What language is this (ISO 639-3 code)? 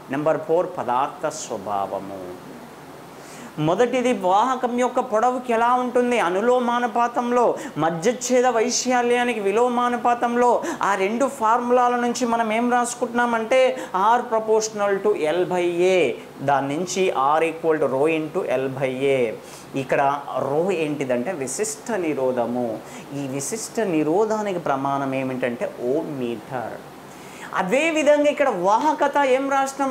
tel